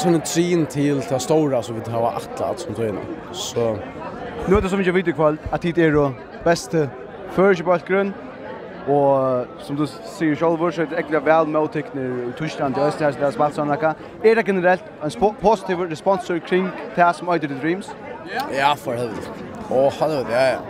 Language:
Faroese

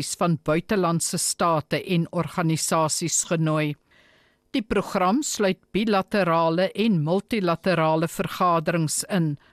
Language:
Afrikaans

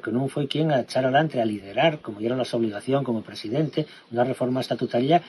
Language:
Asturian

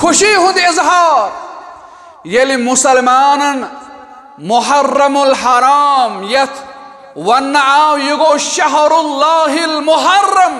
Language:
Kashmiri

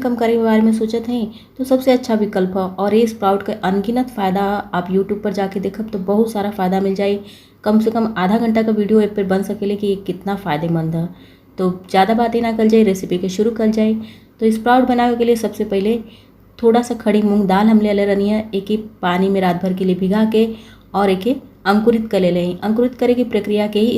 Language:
Bhojpuri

